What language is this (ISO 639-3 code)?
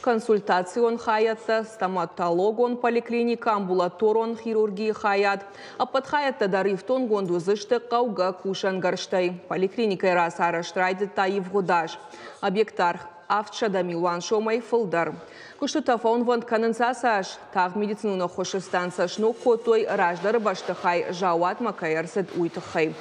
oss